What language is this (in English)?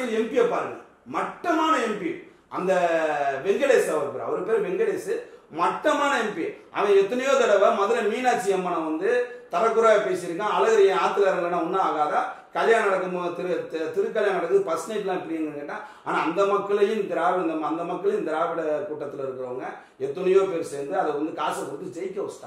Tamil